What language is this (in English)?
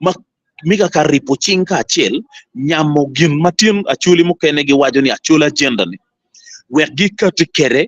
Acoli